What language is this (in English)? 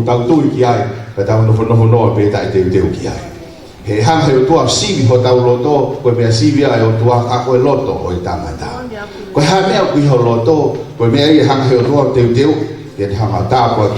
Tongan